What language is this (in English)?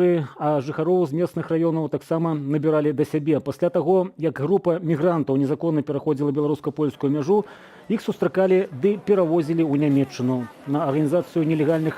Belarusian